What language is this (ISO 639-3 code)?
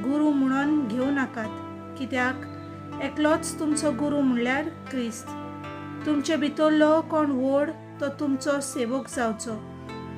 kok